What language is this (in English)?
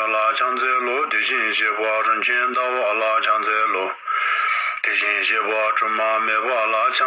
Tibetan